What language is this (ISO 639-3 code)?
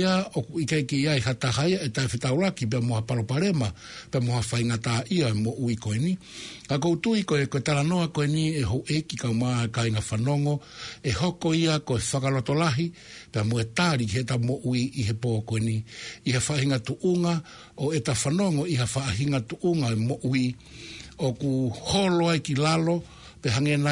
ton